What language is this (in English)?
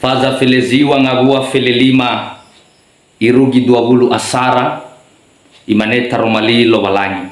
Nias